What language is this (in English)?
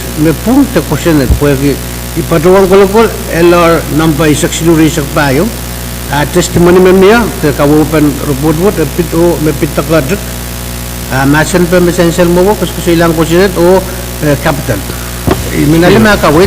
Pohnpeian